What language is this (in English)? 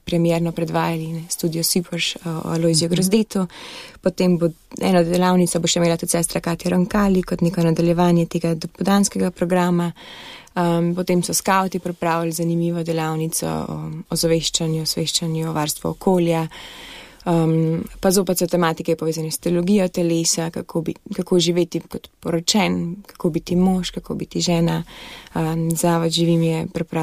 Slovenian